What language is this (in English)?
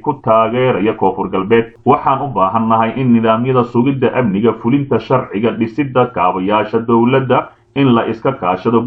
Somali